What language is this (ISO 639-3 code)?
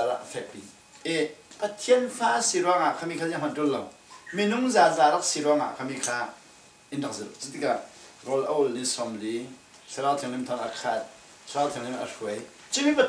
cfm